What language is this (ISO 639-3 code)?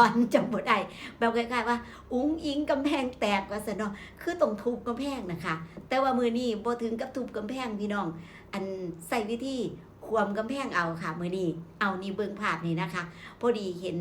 tts